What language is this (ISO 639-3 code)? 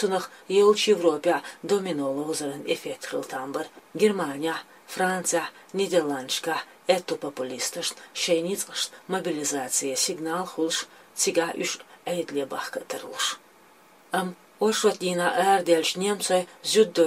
che